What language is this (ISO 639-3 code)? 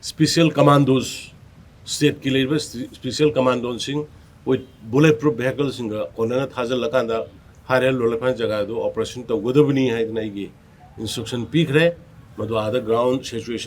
mni